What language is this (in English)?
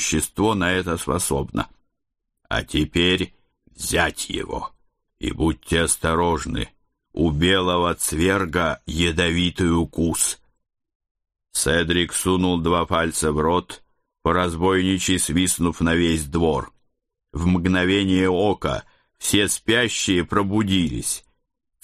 Russian